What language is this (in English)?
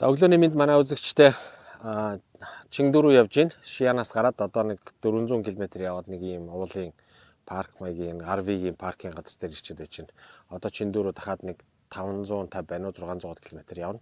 Mongolian